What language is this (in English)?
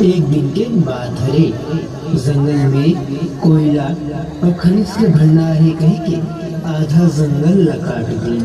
Chhattisgarhi